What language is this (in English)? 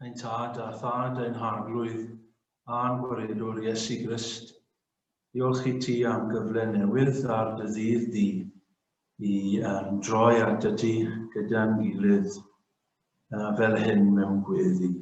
Welsh